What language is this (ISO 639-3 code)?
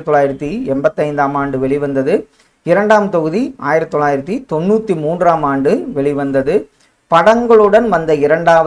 tam